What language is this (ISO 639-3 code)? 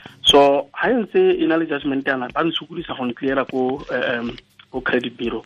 tsn